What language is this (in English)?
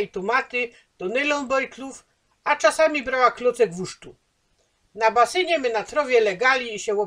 Silesian